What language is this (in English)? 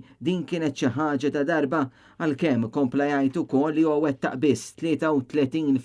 Maltese